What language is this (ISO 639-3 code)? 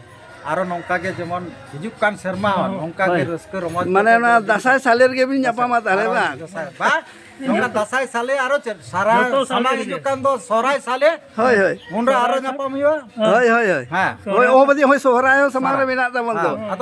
sat